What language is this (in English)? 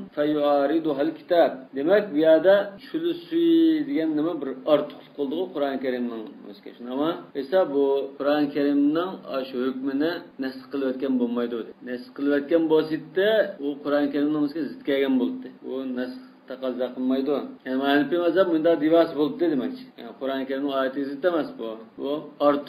Uyghur